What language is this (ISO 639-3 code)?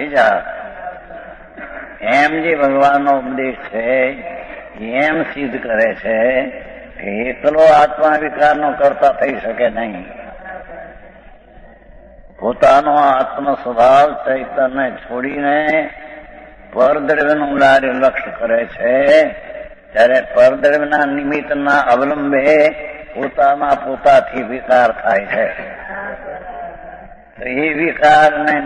guj